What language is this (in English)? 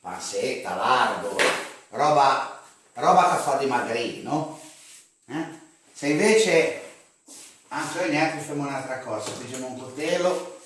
Ligurian